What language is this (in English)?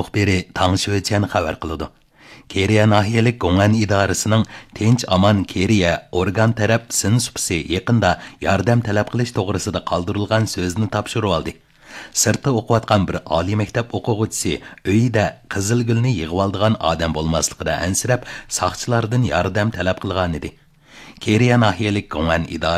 Uyghur